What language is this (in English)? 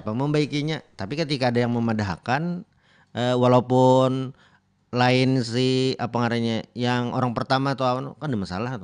Banjar